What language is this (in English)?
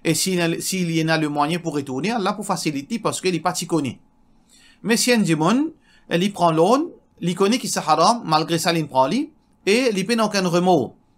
Morisyen